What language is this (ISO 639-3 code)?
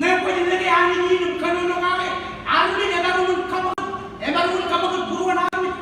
mah